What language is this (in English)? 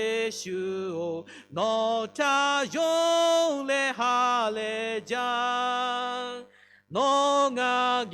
Lahu